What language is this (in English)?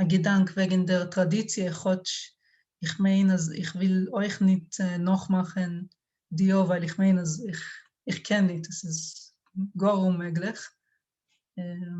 Yiddish